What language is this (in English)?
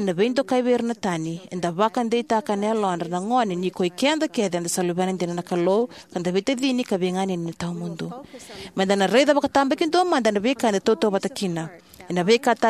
Fijian